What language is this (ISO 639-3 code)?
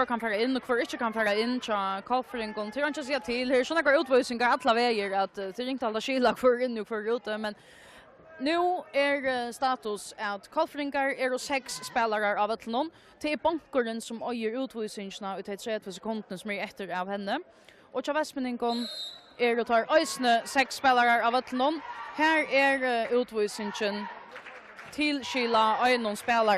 fao